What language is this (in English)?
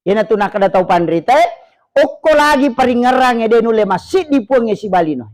Buginese